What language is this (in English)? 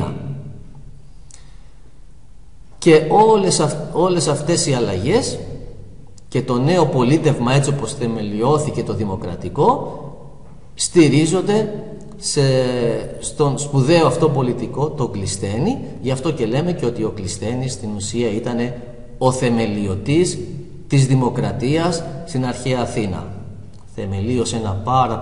Greek